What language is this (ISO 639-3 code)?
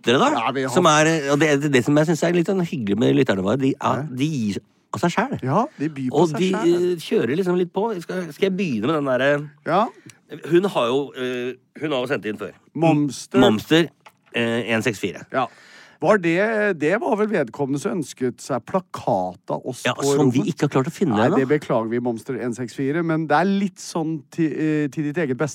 nor